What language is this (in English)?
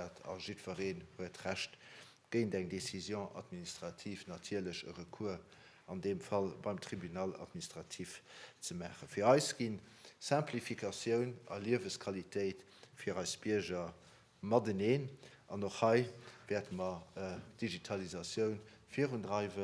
Luxembourgish